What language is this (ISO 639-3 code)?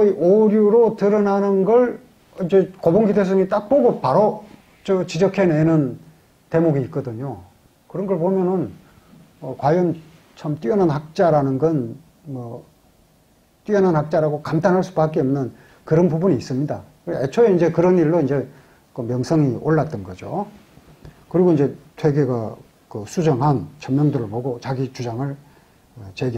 kor